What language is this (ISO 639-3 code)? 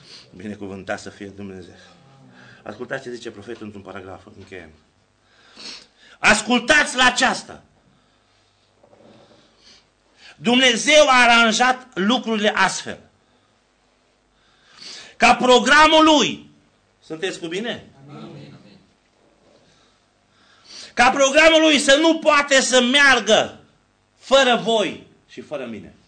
ron